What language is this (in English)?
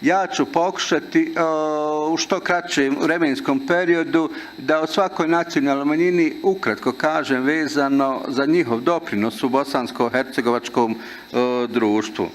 Bosnian